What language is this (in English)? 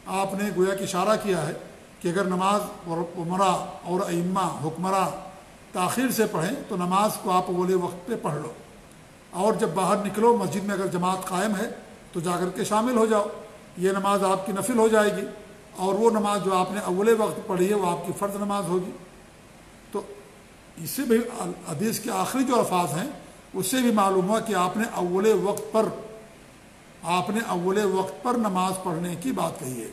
Urdu